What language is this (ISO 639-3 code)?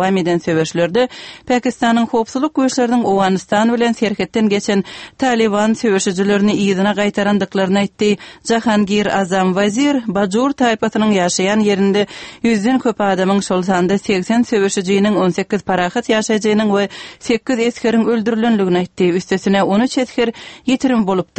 tuk